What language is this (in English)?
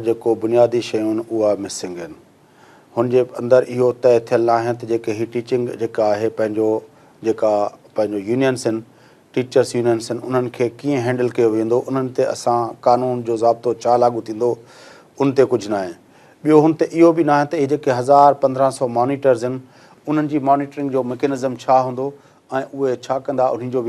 Sindhi